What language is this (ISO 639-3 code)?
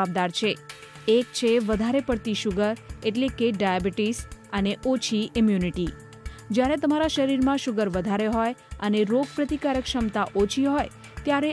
guj